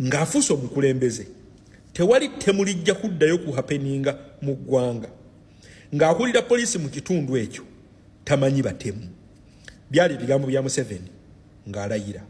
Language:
Ganda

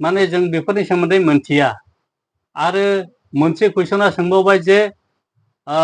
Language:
Bodo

